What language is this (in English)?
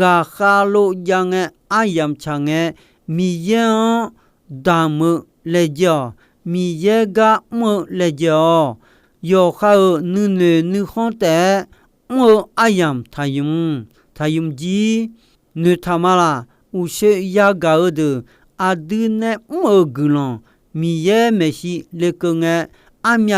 Akha